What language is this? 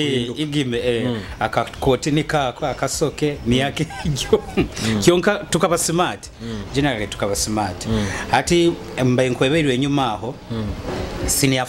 Nyoro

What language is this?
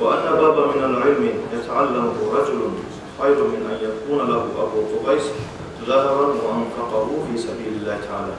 Kumyk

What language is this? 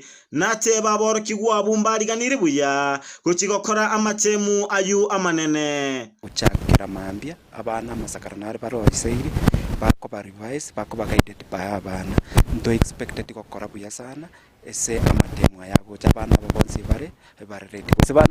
Gusii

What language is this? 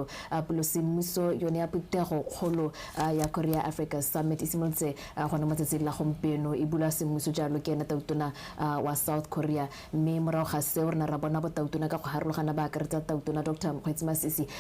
Tswana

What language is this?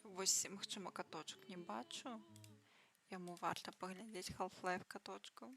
Belarusian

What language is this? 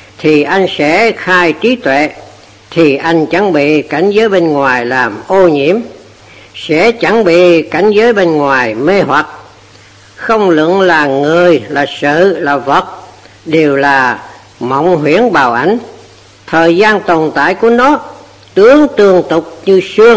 Vietnamese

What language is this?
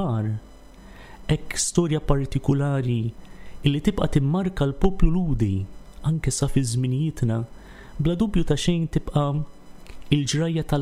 Maltese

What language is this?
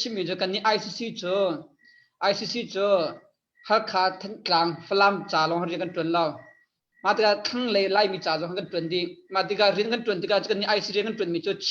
Hakha Chin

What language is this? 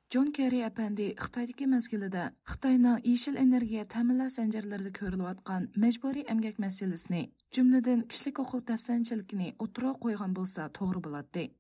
Uyghur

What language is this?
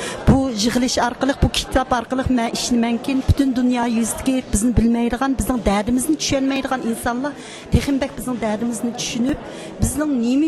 Uyghur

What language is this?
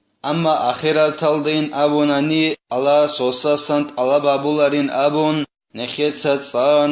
Avaric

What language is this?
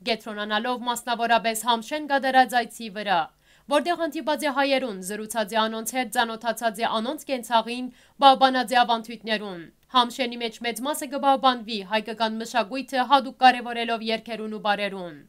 Western Armenian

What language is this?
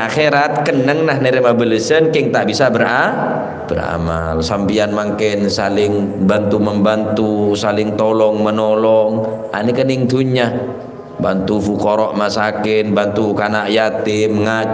Madurese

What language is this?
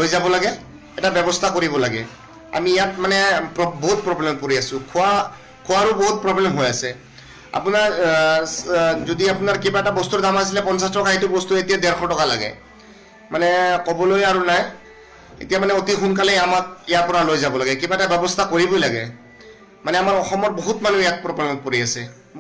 Assamese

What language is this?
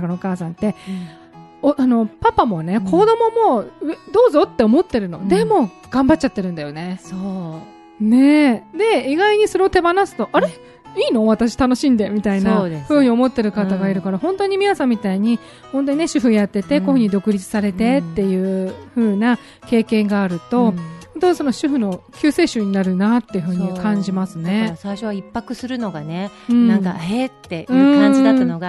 Japanese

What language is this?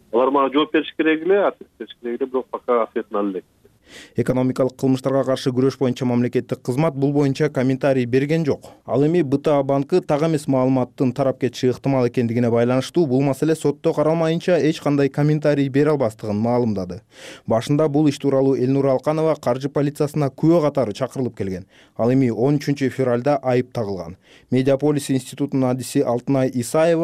Kyrgyz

